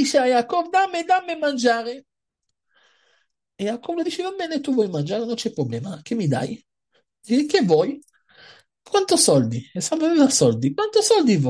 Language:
Italian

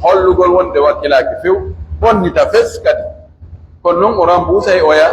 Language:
Fula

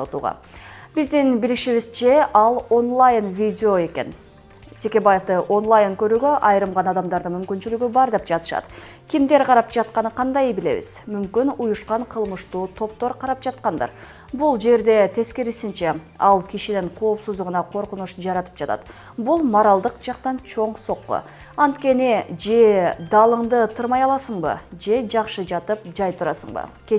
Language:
Kyrgyz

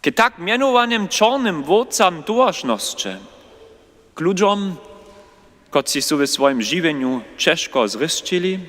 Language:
Upper Sorbian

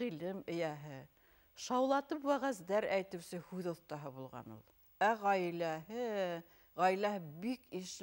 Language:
Bashkir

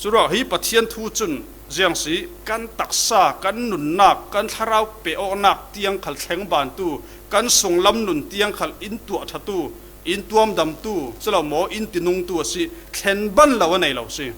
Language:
Falam Chin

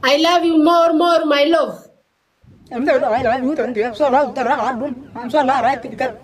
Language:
Oromo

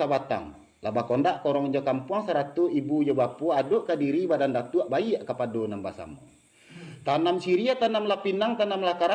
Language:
Minangkabau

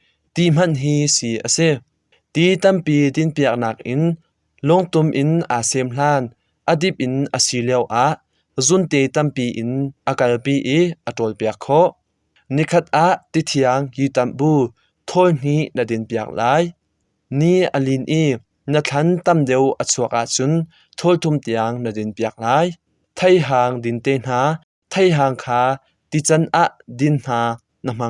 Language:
Hakha Chin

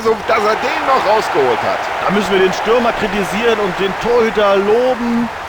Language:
Bavarian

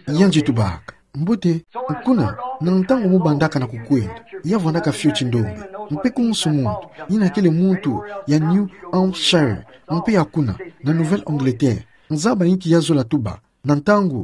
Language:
Kituba (Democratic Republic of Congo)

